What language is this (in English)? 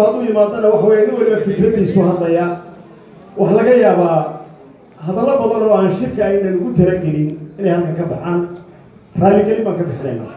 Somali